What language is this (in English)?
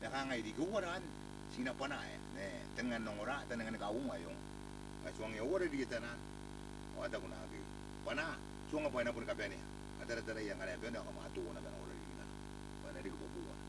Gilbertese